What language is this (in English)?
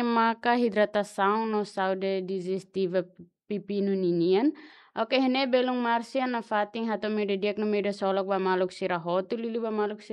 Tetum